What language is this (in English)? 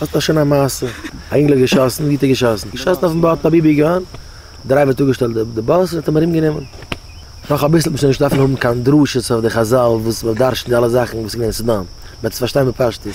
Yiddish